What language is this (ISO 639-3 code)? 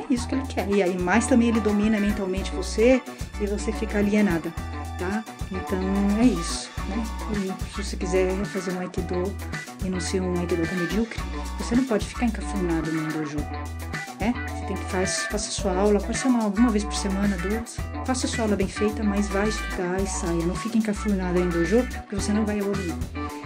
por